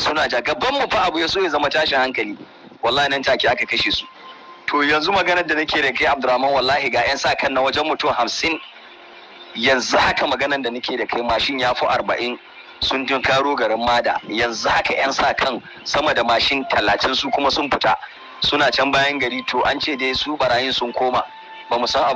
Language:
Hausa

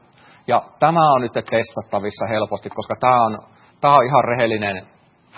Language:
Finnish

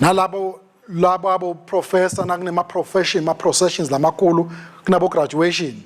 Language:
Swati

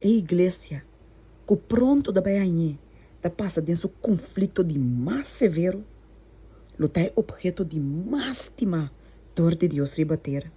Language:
Papiamento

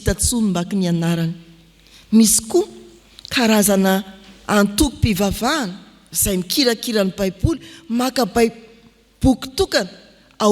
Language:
Malagasy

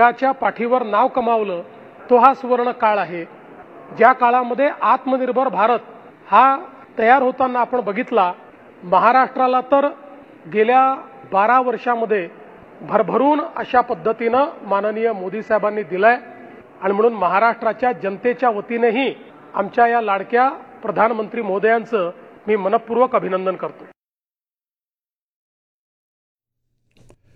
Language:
Marathi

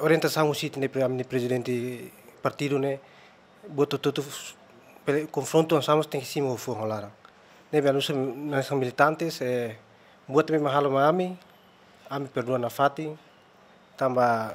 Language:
Tetum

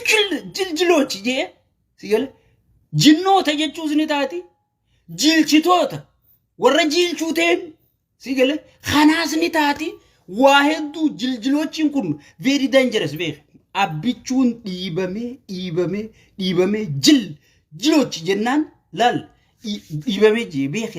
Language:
Oromo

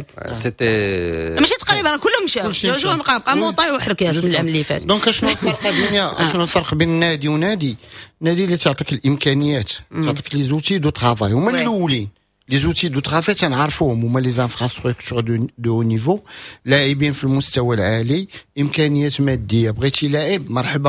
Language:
Moroccan Arabic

